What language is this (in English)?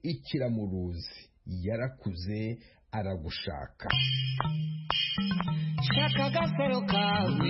Kinyarwanda